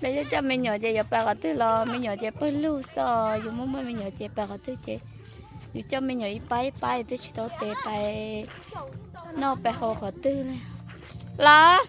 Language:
Hmong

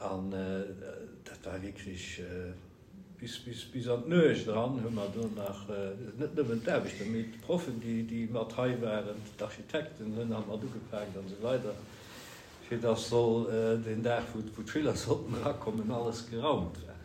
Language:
Luxembourgish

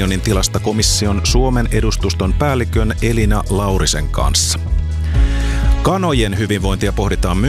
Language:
Finnish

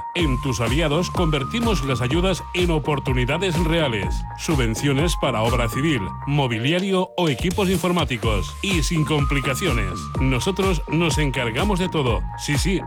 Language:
Spanish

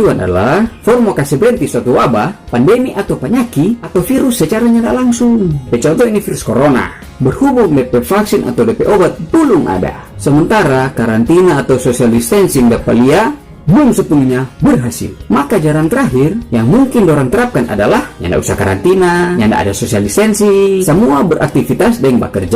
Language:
Manado Malay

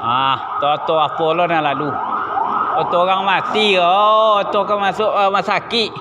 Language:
Minangkabau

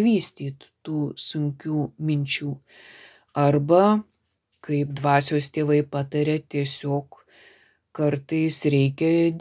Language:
Lithuanian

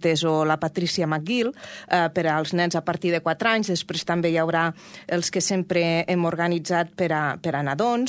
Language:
Catalan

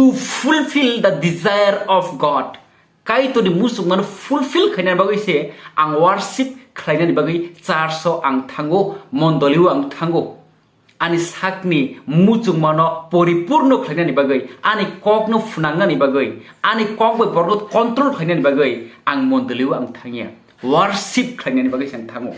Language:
Kok Borok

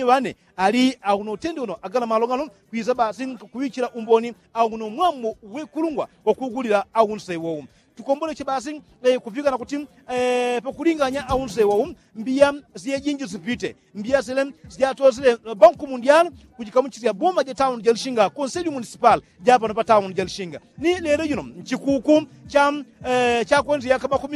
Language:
Yao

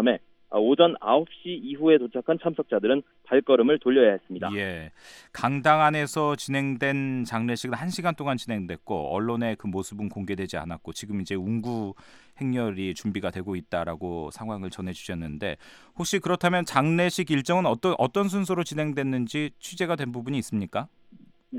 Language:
Korean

